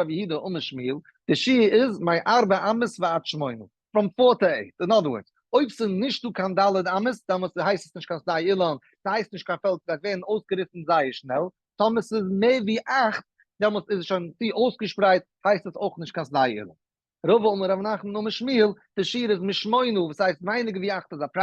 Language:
Yiddish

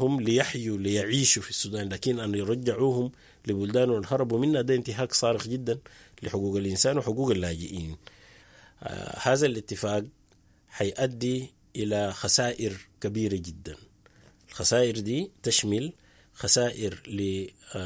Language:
Sudanese Arabic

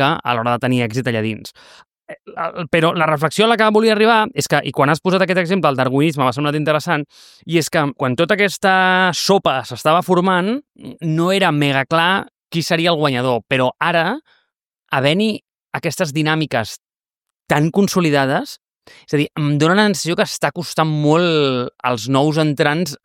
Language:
Catalan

